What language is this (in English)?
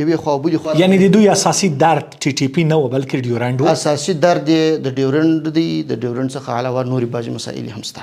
Pashto